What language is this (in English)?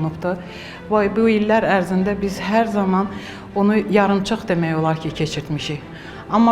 Azerbaijani